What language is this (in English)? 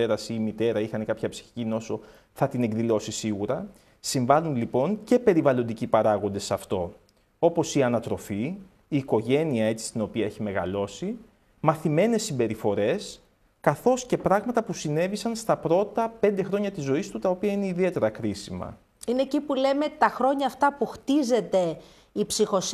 Greek